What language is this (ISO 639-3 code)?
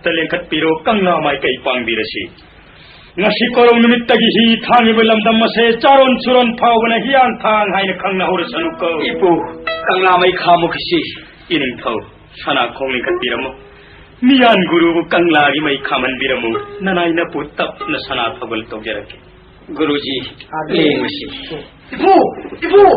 mni